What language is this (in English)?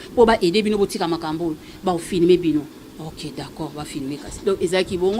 Lingala